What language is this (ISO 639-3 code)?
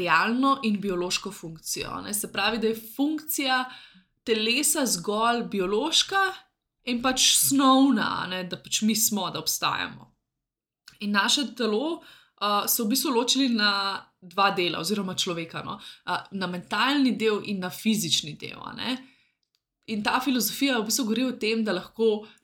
slv